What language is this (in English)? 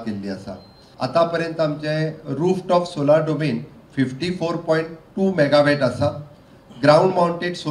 Konkani